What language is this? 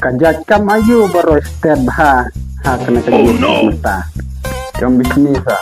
Khasi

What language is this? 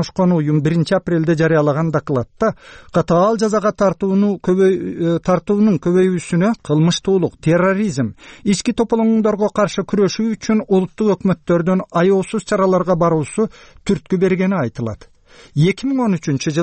Kyrgyz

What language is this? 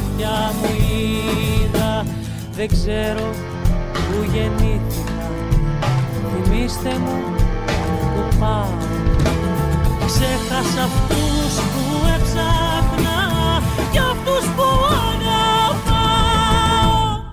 Greek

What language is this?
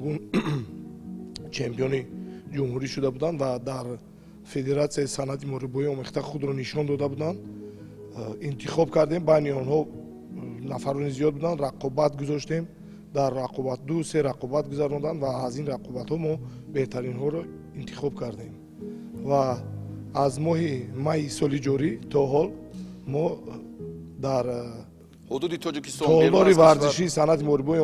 Tajik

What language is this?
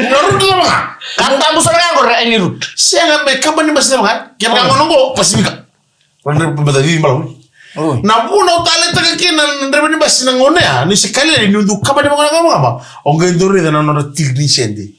Fijian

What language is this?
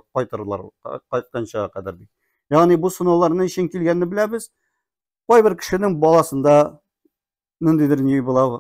Tatar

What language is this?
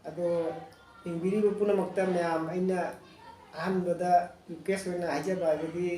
Manipuri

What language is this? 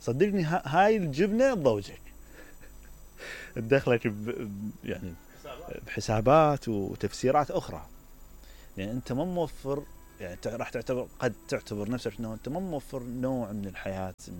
Mesopotamian Arabic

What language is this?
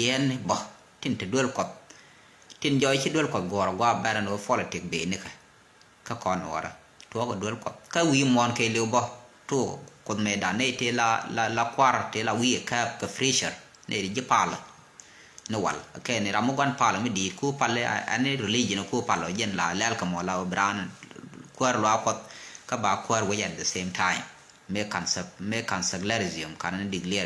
Nuer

